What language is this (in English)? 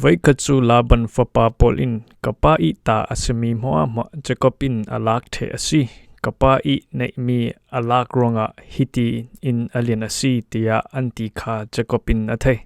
Falam Chin